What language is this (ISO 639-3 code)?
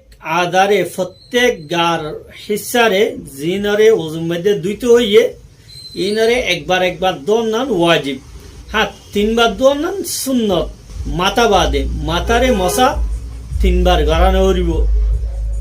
rhg